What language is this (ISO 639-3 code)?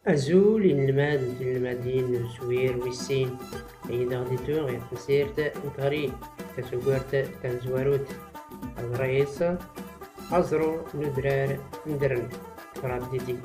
shi